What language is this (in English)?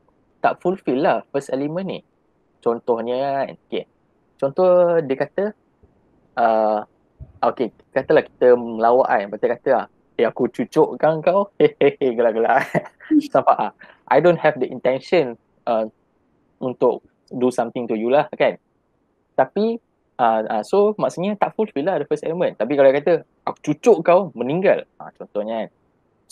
Malay